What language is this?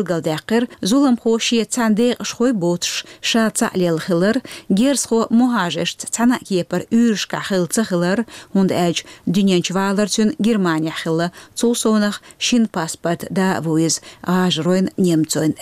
Chechen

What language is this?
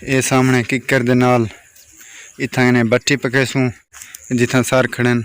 Saraiki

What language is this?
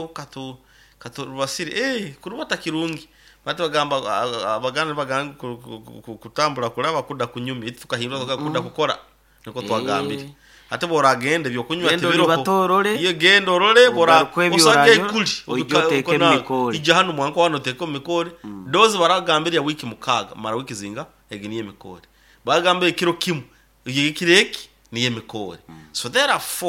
Nyoro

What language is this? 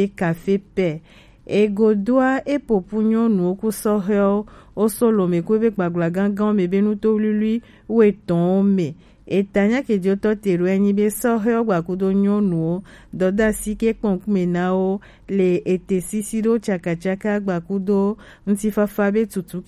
Gen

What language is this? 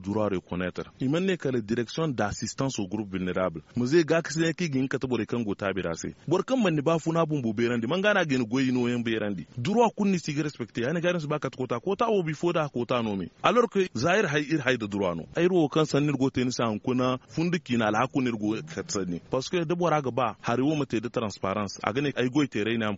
Zarma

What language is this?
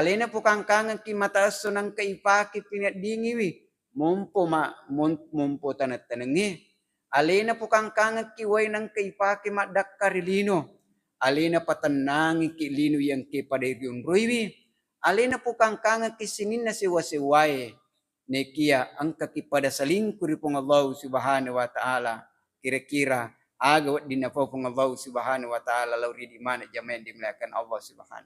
Buginese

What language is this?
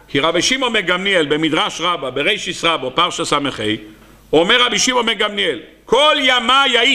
Hebrew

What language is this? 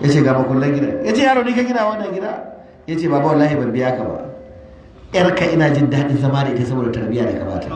Hausa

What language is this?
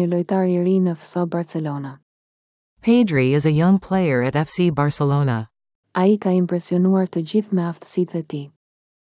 Albanian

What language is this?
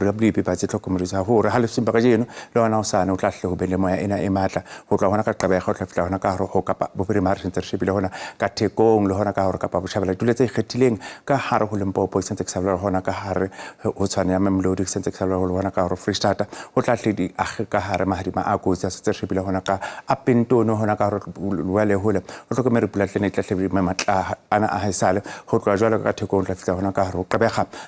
Southern Sotho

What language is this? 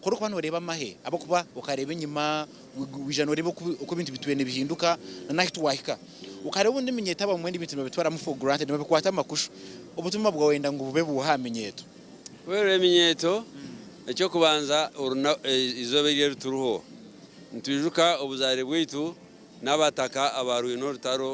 Nyankole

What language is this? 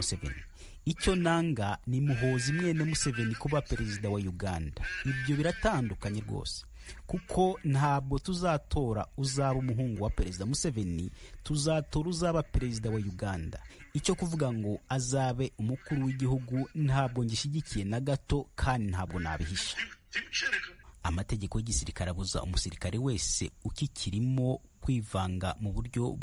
Kinyarwanda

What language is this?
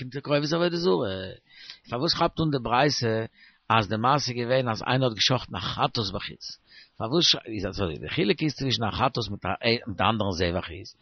Yiddish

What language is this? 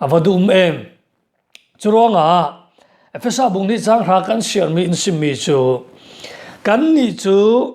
Falam Chin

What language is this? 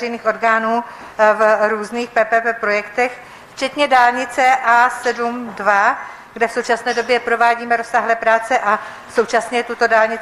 Czech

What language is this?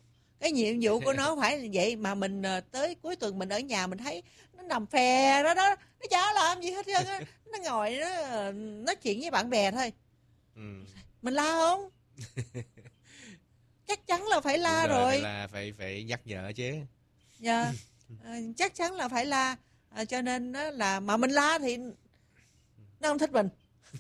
Vietnamese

